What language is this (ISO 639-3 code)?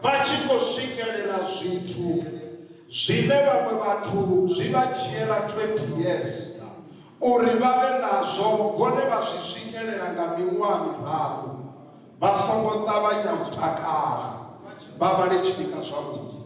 ven